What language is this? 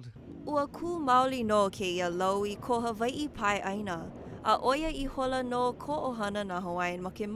Hawaiian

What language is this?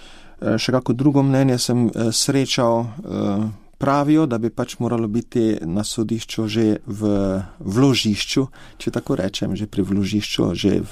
Slovenian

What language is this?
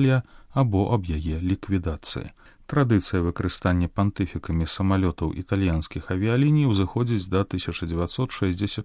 Belarusian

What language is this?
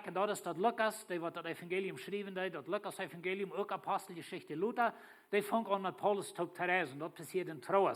Plautdietsch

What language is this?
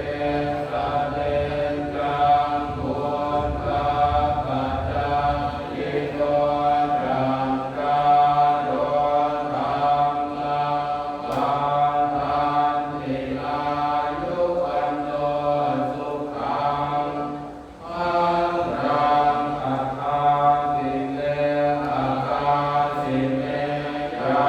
Pali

